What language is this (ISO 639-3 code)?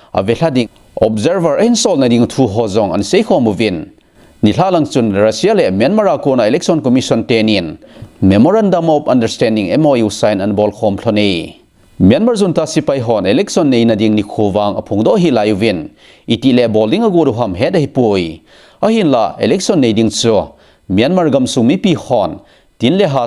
tcz